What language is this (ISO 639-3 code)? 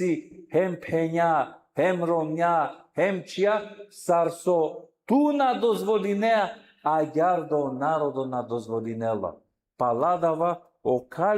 rmn